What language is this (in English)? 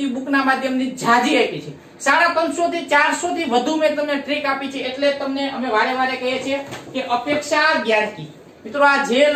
Gujarati